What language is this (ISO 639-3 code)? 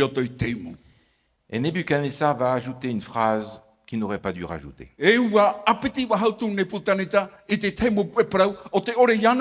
tah